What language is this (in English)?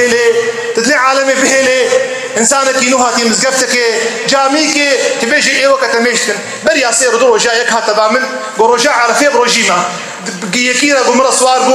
Kurdish